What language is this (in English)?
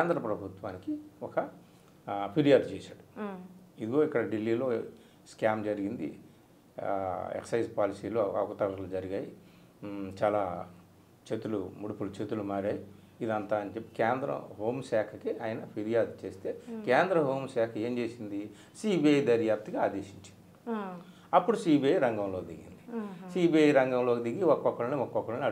Telugu